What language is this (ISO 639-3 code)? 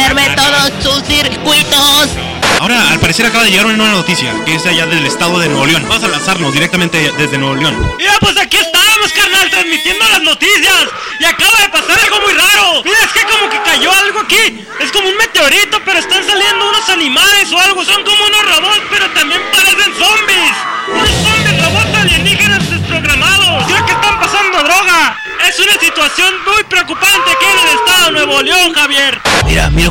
spa